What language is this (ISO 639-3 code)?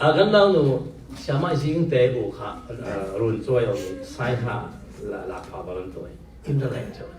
cfm